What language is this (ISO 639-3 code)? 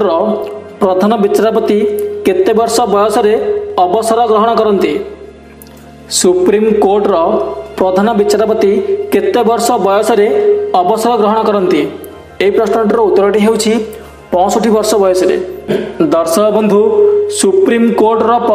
ori